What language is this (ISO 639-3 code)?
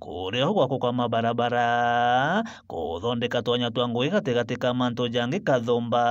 mer